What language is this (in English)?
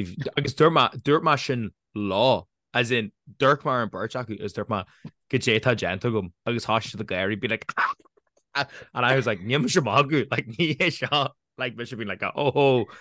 Irish